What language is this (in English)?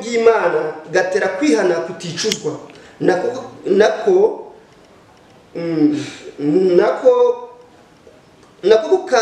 Kinyarwanda